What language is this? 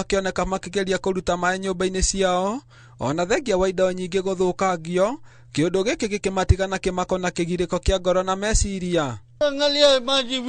Kikuyu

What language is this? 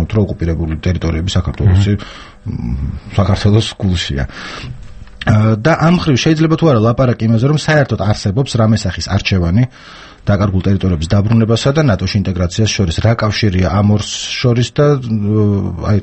Georgian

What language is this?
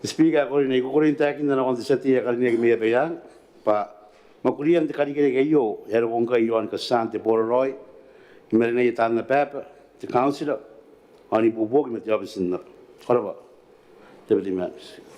Gilbertese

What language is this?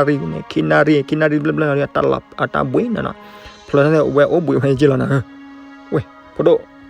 S'gaw Karen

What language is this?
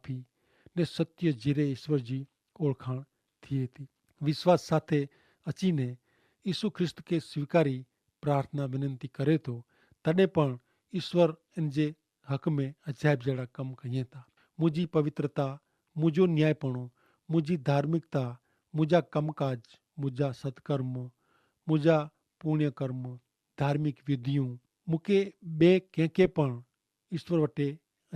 Kachhi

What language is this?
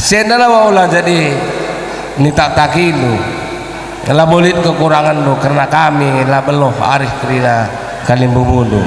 Batak Karo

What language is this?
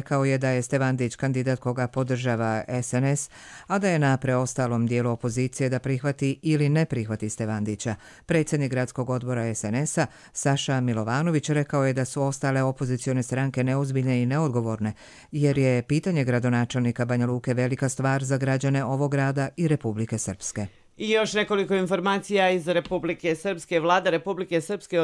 Croatian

